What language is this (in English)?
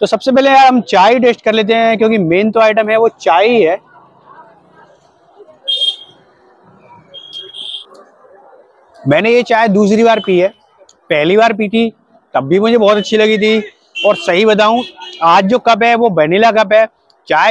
Hindi